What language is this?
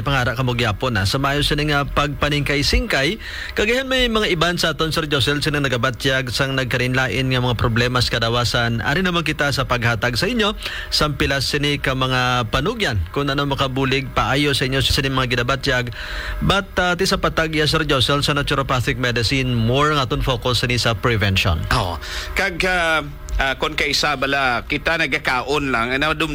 Hiligaynon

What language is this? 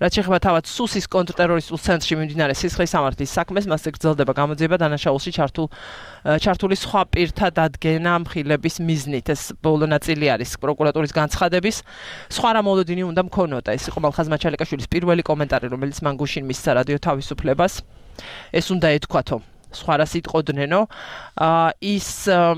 Georgian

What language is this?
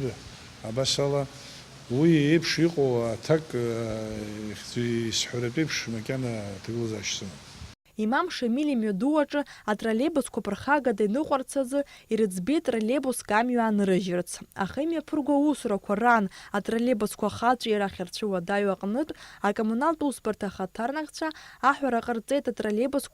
Abkhazian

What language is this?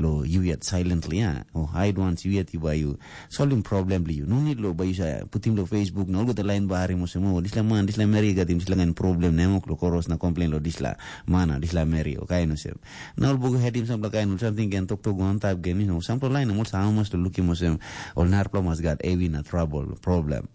Tok Pisin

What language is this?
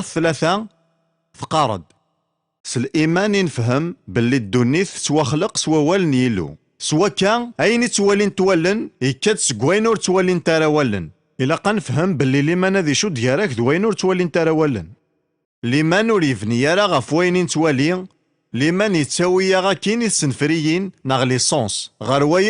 Kabyle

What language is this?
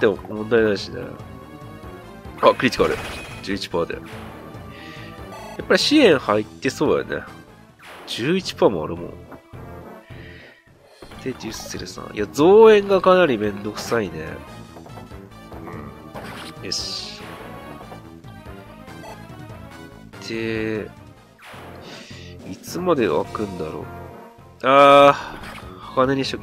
Japanese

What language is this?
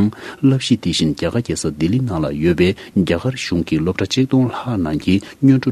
Tibetan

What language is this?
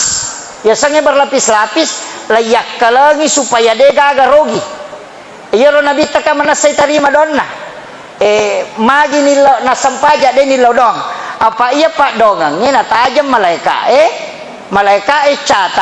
Buginese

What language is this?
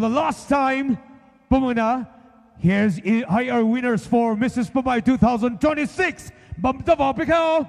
Poumei Naga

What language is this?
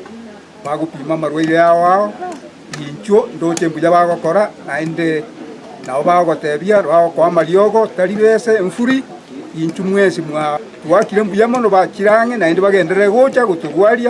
Gusii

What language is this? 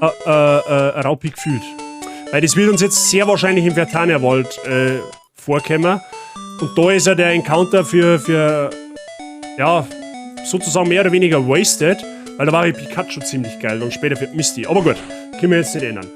Bavarian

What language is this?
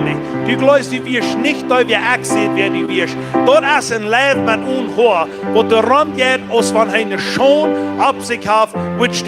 Plautdietsch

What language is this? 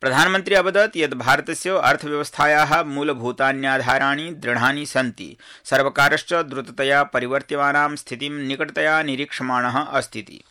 Sanskrit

